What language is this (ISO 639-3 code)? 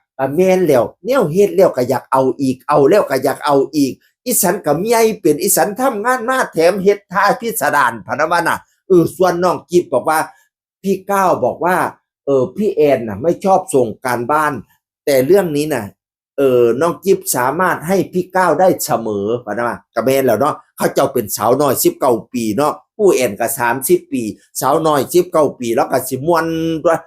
tts